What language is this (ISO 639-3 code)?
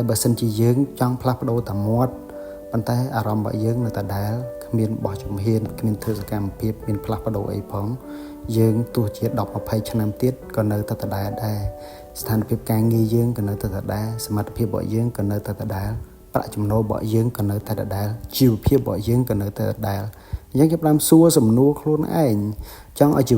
khm